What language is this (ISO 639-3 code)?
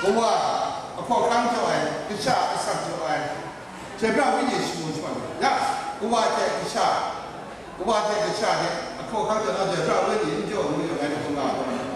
kac